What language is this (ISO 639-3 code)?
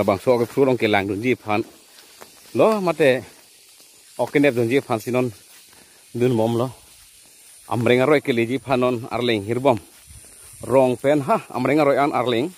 mjw